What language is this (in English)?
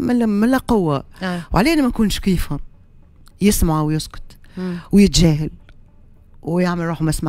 Tunisian Arabic